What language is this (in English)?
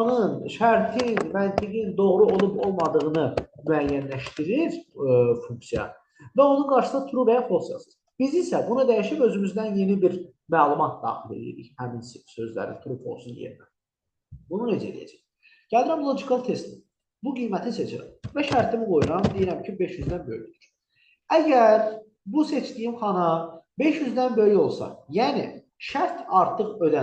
Azerbaijani